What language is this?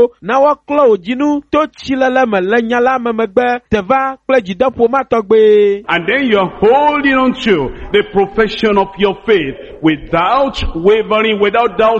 Ewe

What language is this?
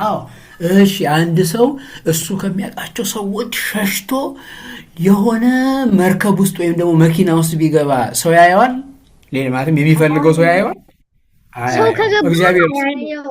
Amharic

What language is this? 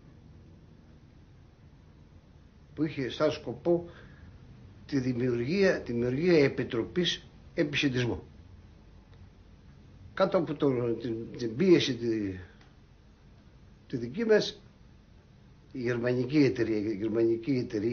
Greek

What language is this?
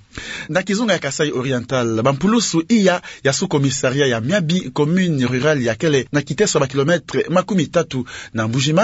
Kituba (Democratic Republic of Congo)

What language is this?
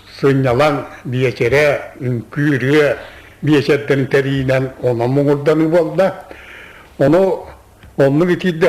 Yakut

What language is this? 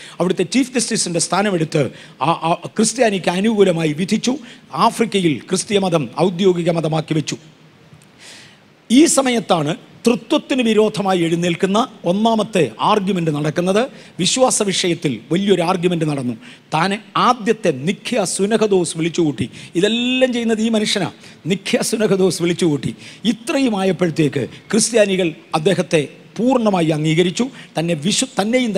Malayalam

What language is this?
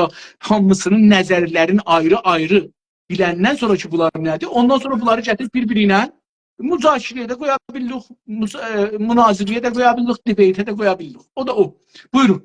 South Azerbaijani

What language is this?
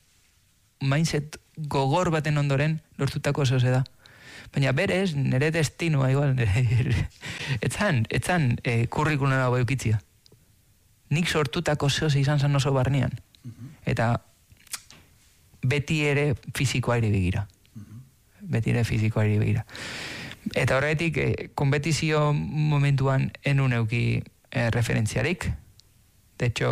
Basque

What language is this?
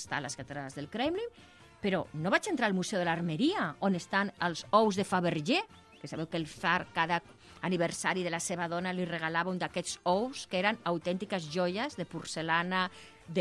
Catalan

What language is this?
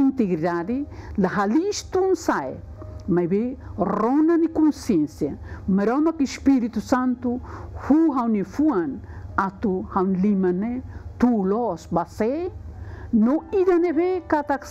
Tetum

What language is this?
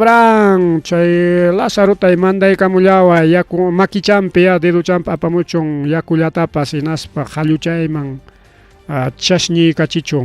Ayacucho Quechua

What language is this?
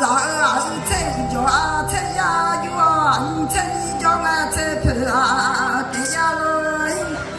Akha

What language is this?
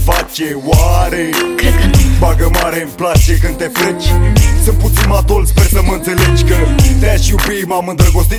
Romanian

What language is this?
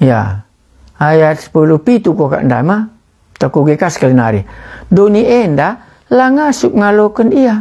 Batak Karo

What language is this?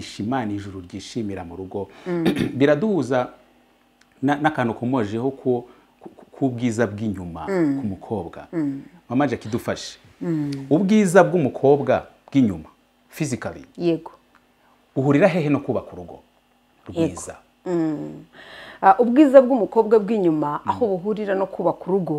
Kinyarwanda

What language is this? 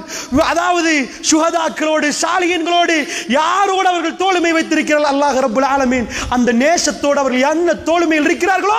Tamil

